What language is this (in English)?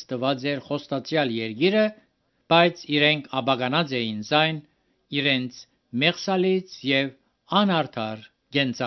Armenian